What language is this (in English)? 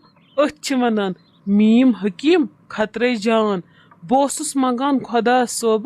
Kashmiri